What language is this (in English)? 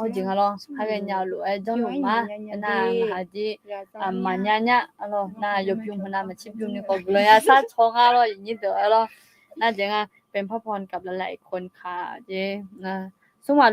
Akha